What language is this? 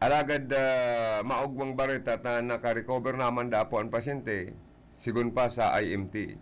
Bikol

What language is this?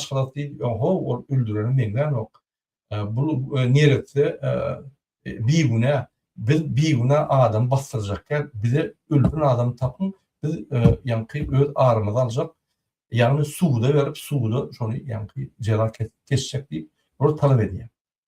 Turkmen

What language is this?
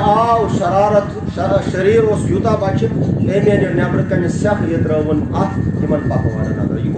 Kashmiri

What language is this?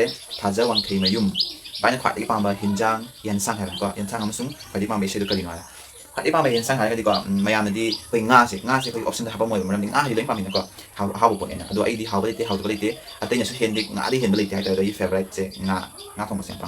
Manipuri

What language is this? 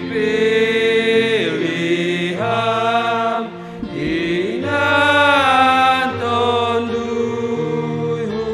Batak Simalungun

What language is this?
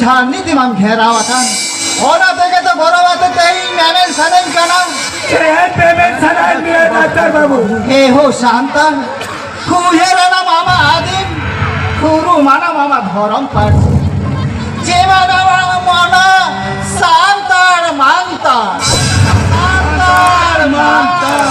Santali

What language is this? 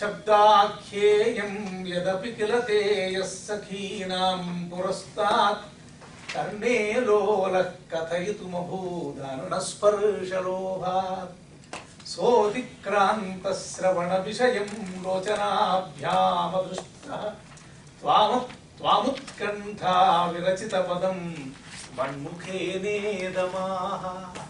Sanskrit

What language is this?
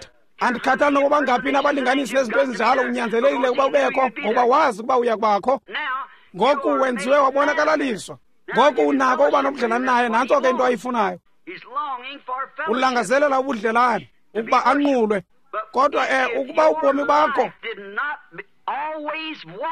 Xhosa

